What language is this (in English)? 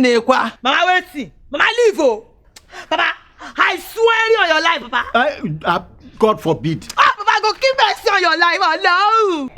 Nigerian Pidgin